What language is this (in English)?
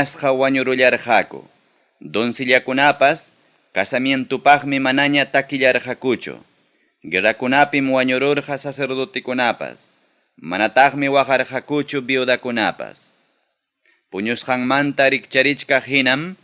Ayacucho Quechua